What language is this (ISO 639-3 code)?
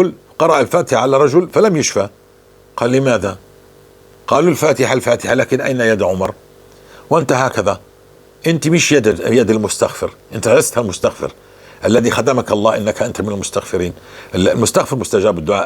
apc